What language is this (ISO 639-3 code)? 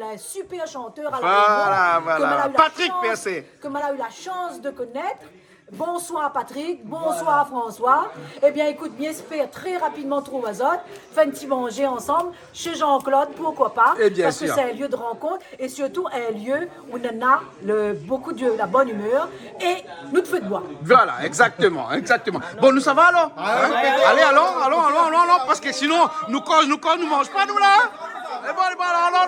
rcf